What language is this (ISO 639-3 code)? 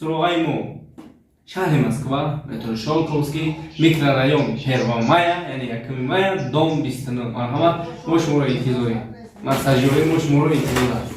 tgk